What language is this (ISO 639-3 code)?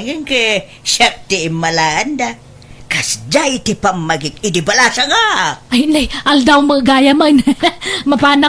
ilo